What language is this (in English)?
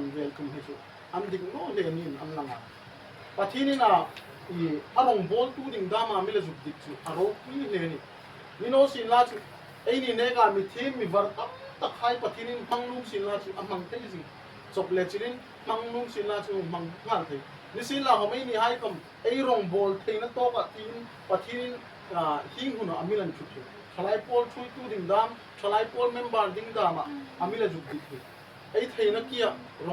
Hmar